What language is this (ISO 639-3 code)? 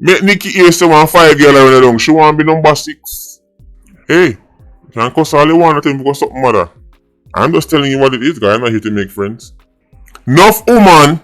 jam